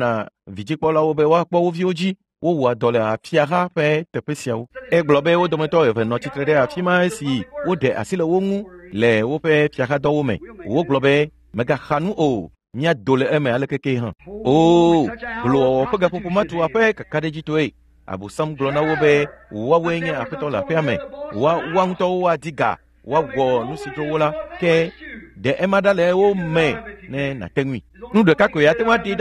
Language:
Ewe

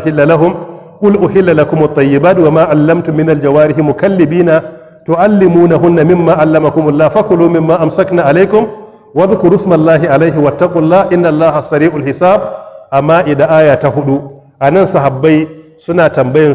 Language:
Hausa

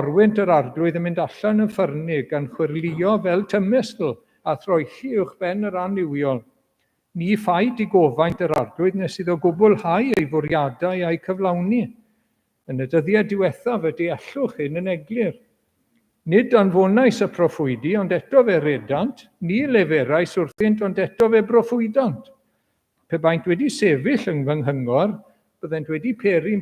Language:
Welsh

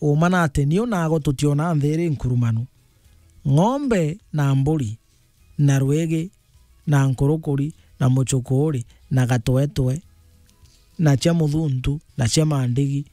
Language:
Meru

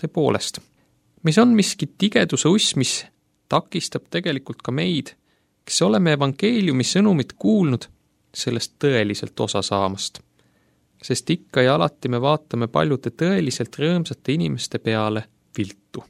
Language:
Estonian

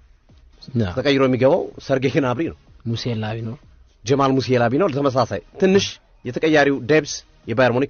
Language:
Amharic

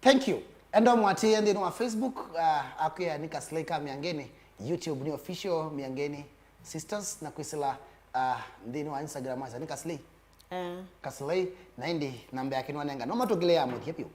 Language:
Kamba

